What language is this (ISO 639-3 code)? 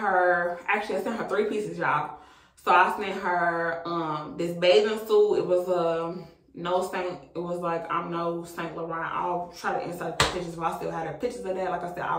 eng